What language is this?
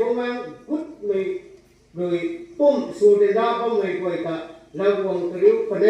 Rongmei Naga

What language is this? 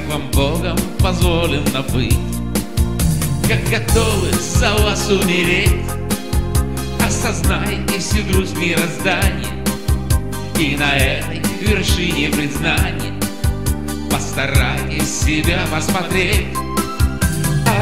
Russian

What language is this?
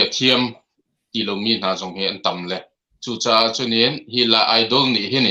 Hakha Chin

